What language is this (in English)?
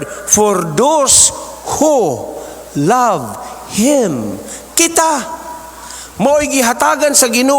Cebuano